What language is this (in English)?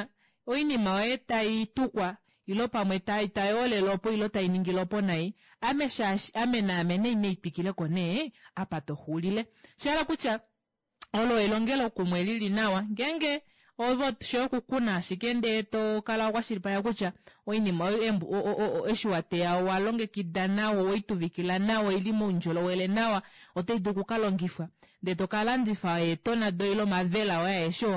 Kuanyama